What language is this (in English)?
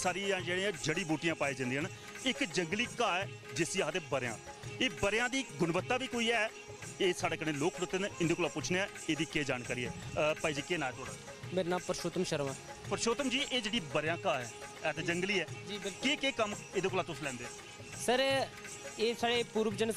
Dogri